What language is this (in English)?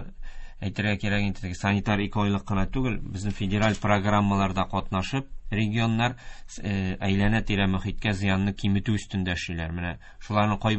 Tatar